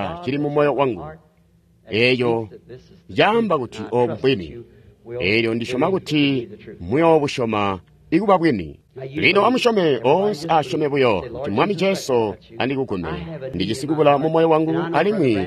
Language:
Tonga (Zambia)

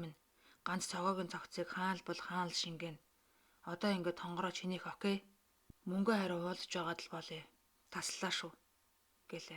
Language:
Mongolian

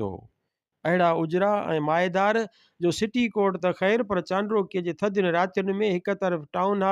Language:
Sindhi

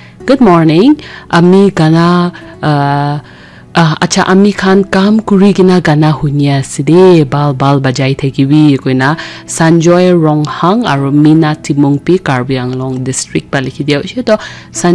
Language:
Naga Pidgin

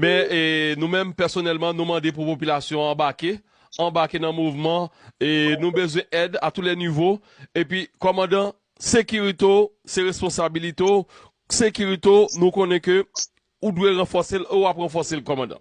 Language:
Haitian Creole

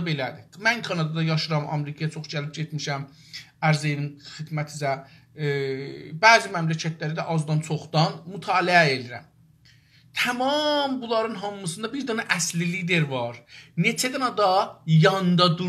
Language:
South Azerbaijani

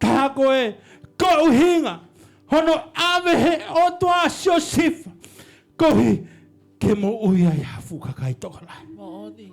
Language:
Tongan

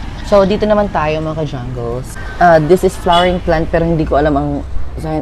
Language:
Filipino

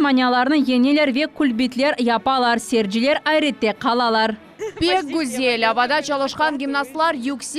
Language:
Crimean Tatar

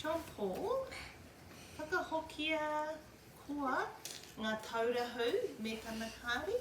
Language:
Māori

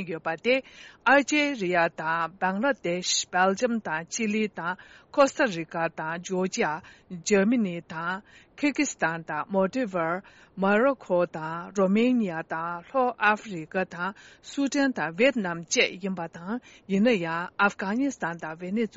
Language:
Tibetan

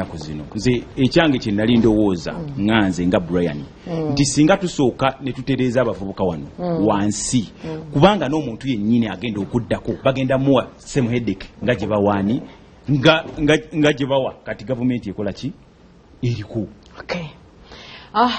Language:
Ganda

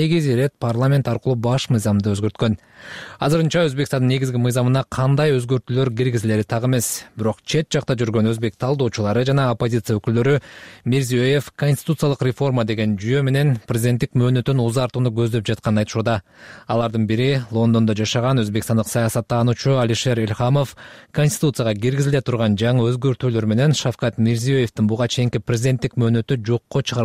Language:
Kyrgyz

